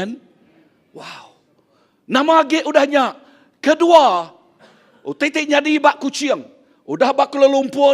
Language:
Iban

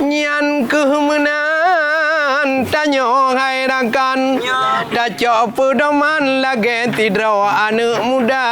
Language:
Achinese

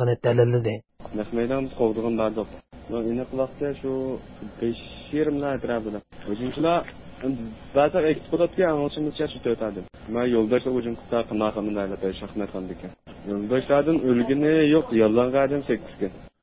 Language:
Uyghur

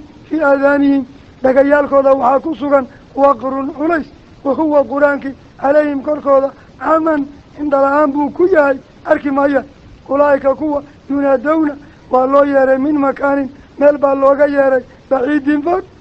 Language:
Somali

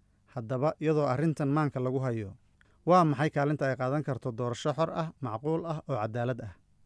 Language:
Somali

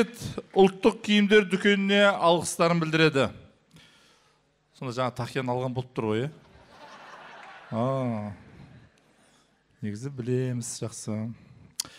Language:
Kazakh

